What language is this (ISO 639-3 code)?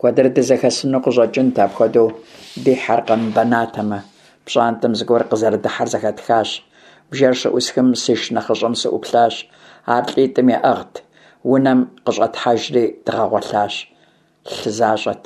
kbd